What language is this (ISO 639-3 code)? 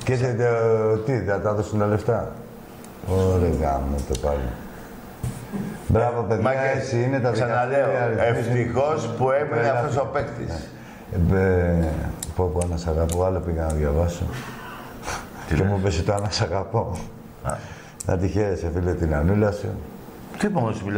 ell